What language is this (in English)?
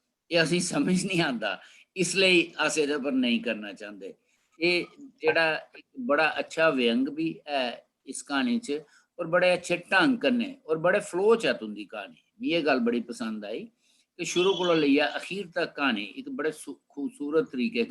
Dogri